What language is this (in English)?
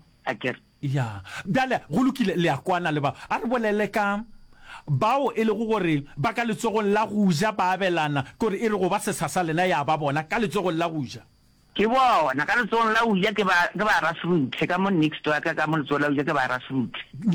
Northern Sotho